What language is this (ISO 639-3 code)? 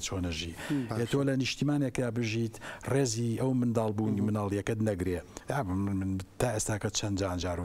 ckb